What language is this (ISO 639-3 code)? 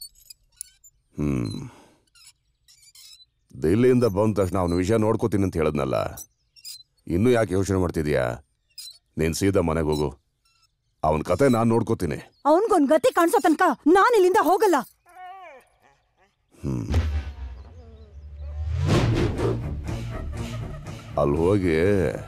kan